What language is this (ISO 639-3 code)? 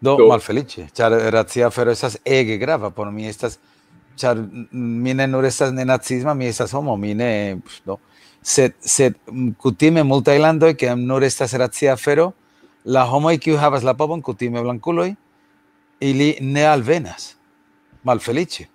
epo